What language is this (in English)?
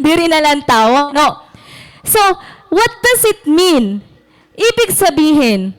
Waray